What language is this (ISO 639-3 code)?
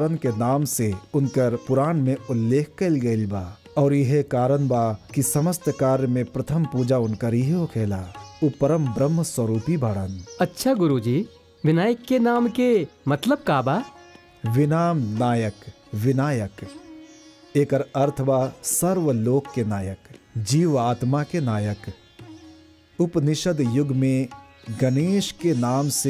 bho